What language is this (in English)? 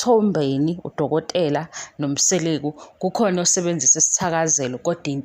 Zulu